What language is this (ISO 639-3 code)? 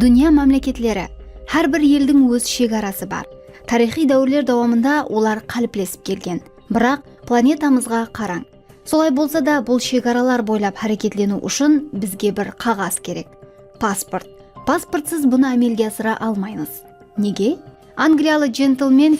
kaa